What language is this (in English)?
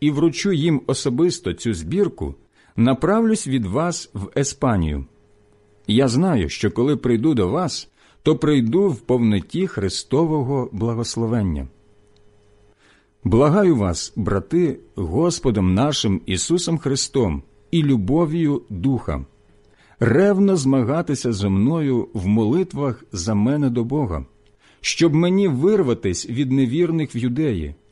Ukrainian